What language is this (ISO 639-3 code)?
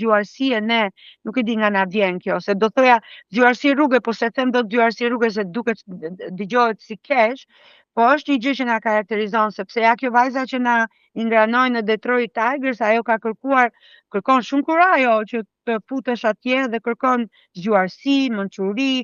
sqi